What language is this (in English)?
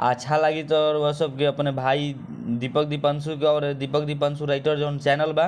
Bhojpuri